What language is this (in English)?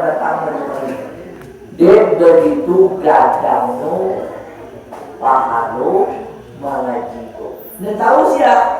Minangkabau